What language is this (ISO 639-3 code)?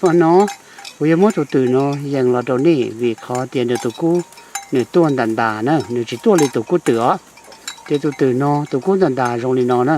hmn